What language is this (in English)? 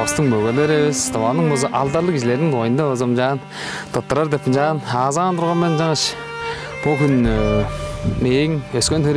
Tuvinian